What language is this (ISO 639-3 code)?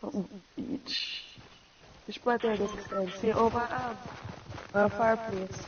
jam